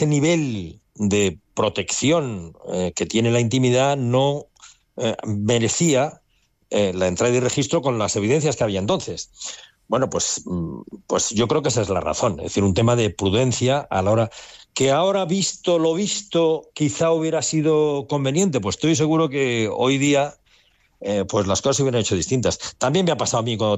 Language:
Spanish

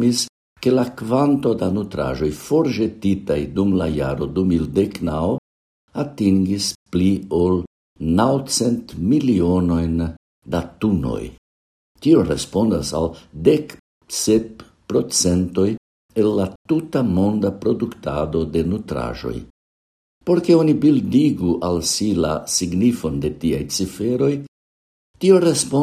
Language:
Esperanto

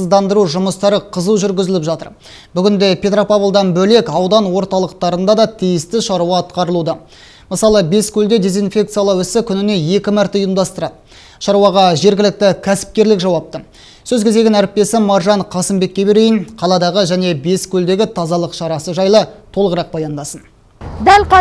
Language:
Kazakh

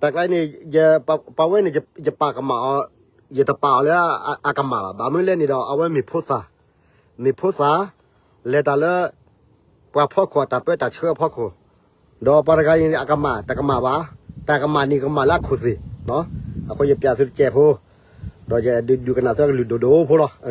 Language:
S'gaw Karen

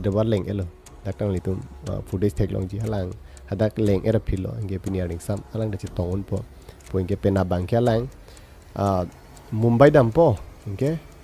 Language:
Karbi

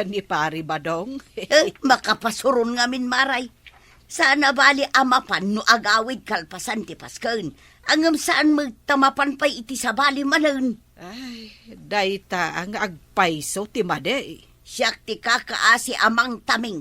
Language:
Iloko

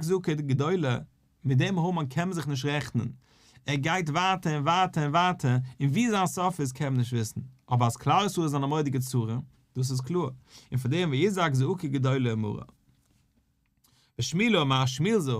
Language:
Yiddish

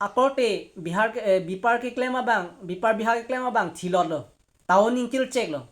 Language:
Karbi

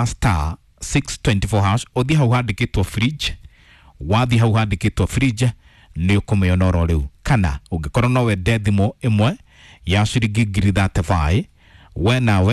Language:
Kikuyu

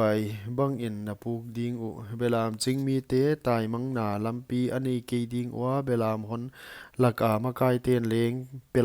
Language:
Paite Chin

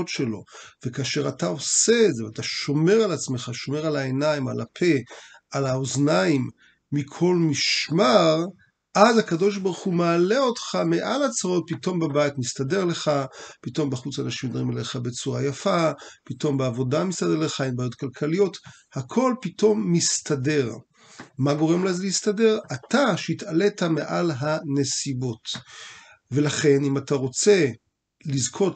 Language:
Hebrew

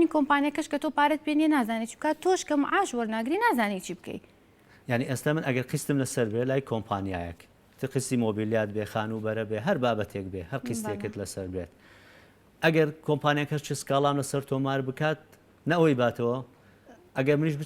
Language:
Central Kurdish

